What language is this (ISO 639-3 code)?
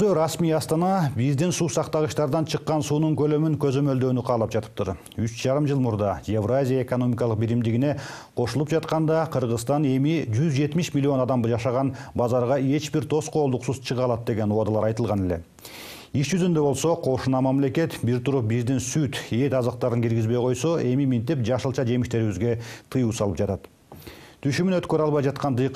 kir